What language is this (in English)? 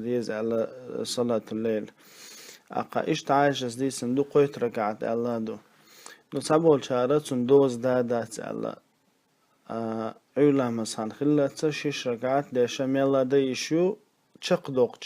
Chechen